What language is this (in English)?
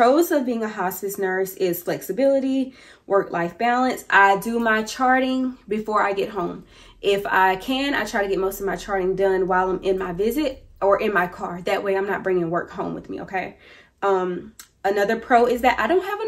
English